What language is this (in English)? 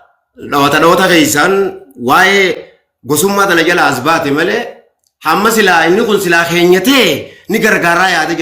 Oromo